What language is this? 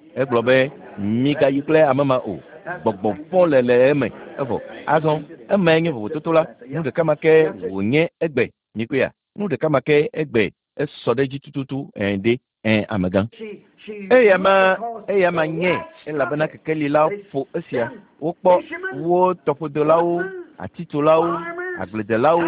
Ewe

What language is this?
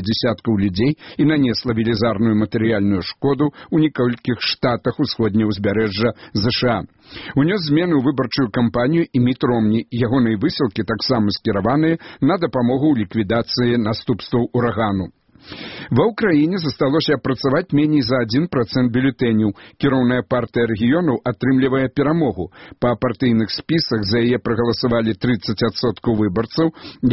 Belarusian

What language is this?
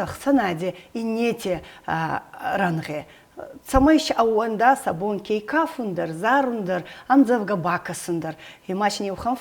Ossetic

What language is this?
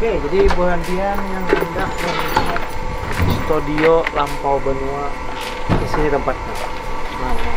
Banjar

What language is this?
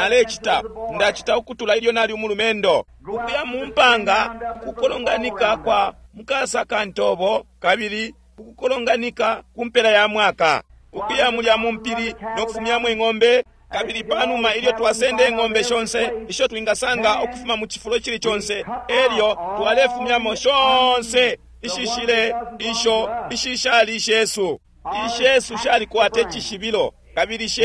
Bemba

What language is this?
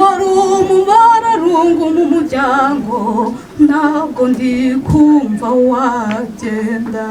Kinyarwanda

